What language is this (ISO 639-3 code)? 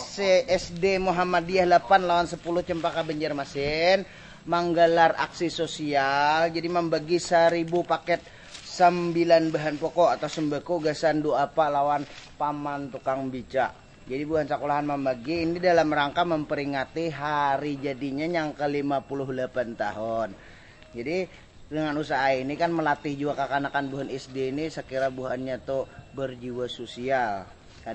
bjn